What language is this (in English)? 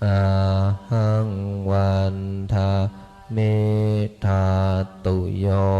Pali